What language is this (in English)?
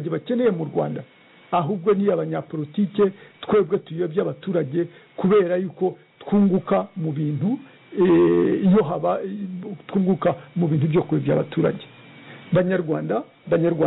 Kinyarwanda